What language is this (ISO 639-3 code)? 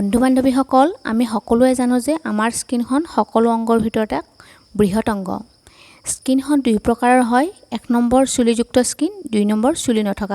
asm